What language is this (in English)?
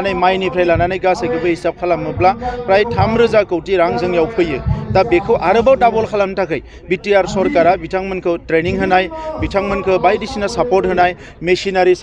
Bodo